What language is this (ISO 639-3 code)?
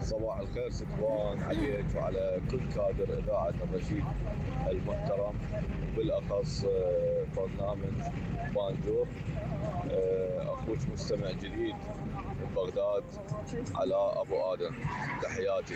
acm